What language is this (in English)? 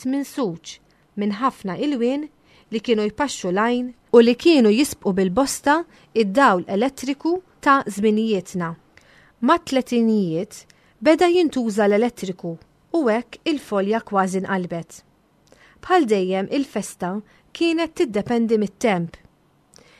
Maltese